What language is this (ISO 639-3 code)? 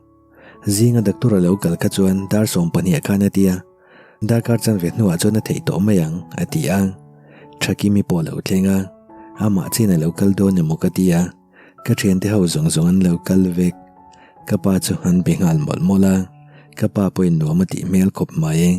lus